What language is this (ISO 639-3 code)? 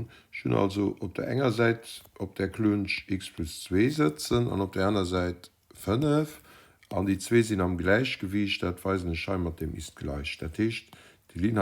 ltz